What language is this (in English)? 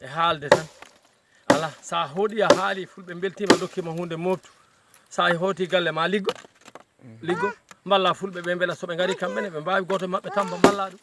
Fula